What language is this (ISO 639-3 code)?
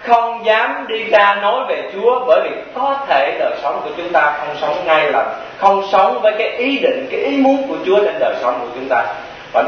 vie